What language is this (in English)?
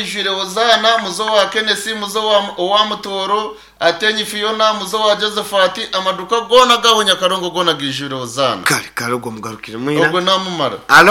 Nyankole